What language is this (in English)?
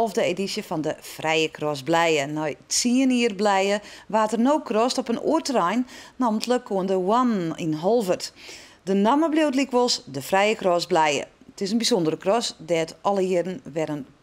Western Frisian